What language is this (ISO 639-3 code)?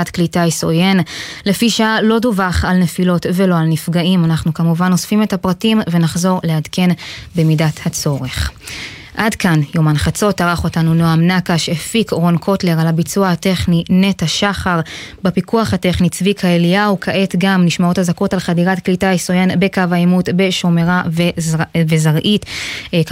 heb